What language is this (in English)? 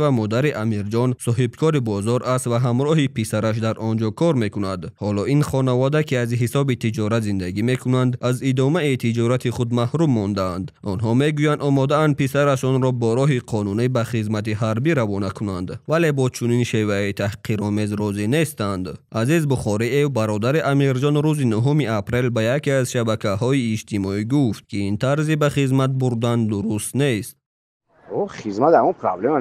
Tajik